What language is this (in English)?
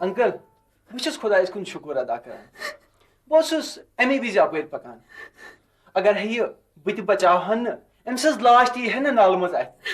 Kashmiri